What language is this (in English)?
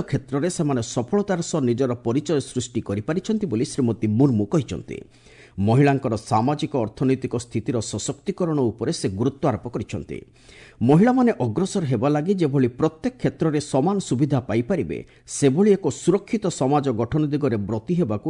Odia